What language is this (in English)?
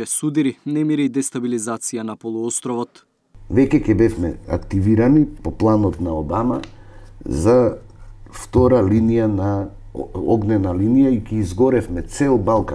Macedonian